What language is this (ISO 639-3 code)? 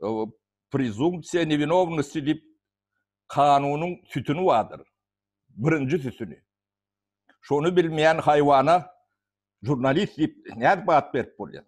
tuk